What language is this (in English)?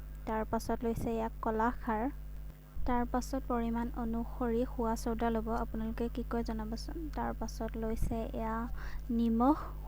Assamese